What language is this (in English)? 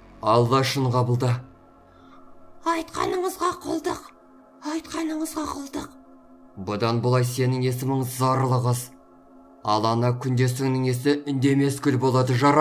Kazakh